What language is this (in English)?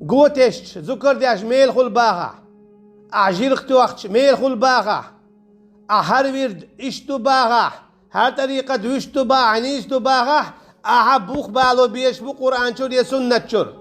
Chechen